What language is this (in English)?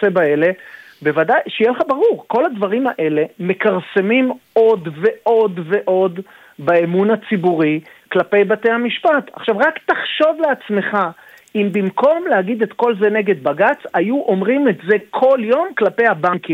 Hebrew